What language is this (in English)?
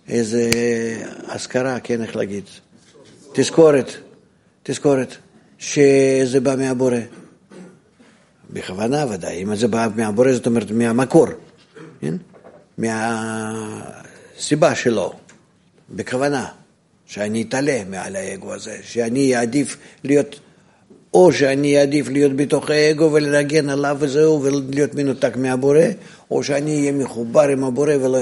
Hebrew